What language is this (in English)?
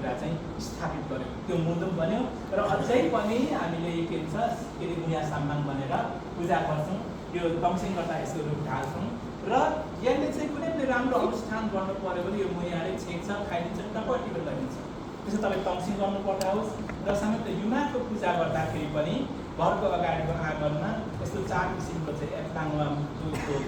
Nepali